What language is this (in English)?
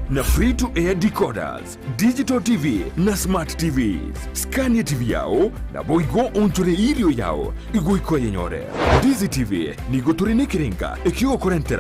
Gusii